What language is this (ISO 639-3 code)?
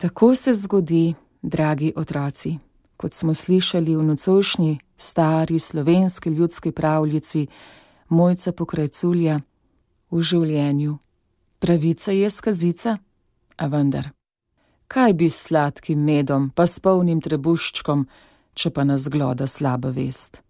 slv